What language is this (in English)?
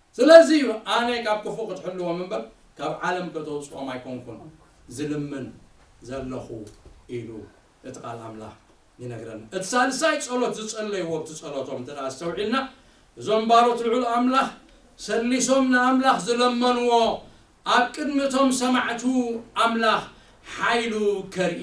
Tigrinya